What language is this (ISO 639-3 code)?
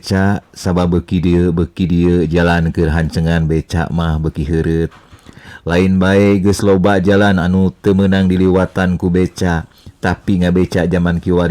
sun